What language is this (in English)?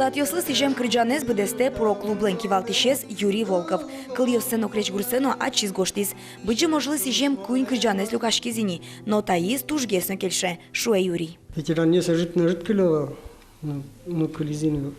Udmurt